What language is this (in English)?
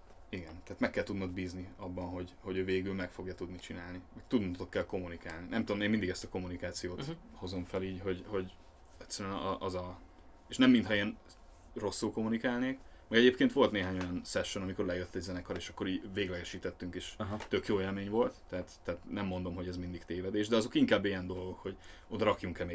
Hungarian